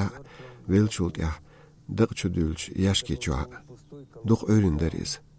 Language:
Chechen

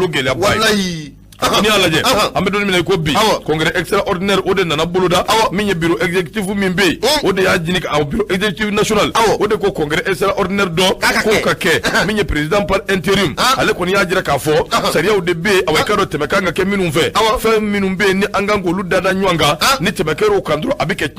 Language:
Bambara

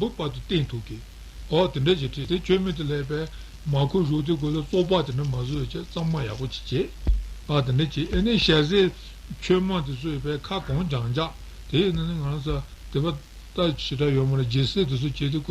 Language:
Tibetan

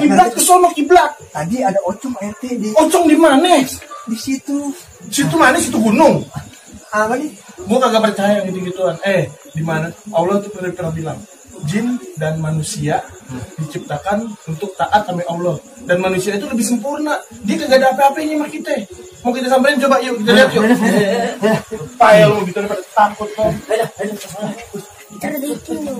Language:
Betawi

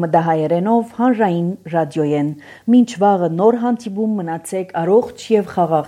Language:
Armenian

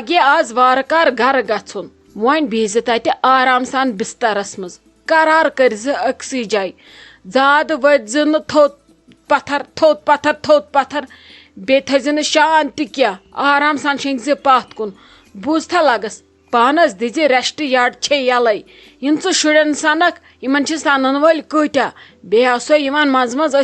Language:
Kashmiri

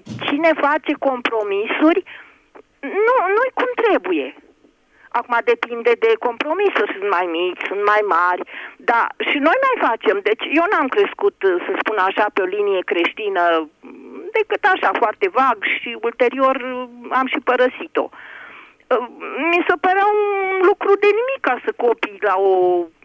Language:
Romanian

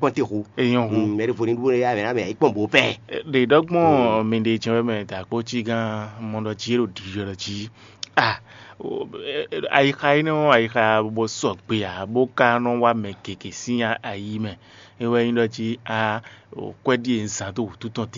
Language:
Fon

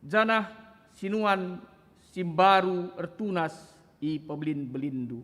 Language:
Batak Karo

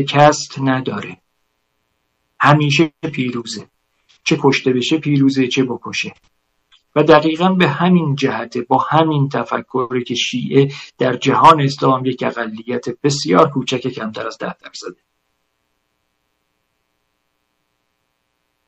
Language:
Persian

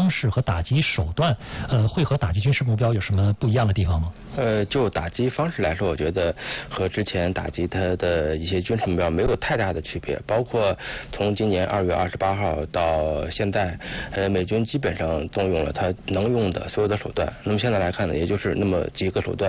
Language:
Chinese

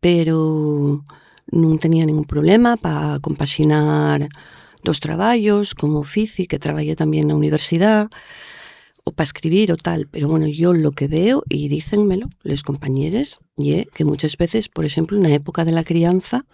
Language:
Asturian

